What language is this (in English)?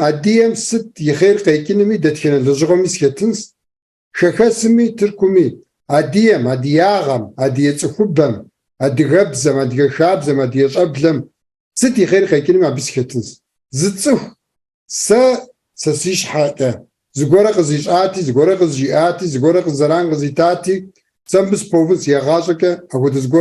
Kabardian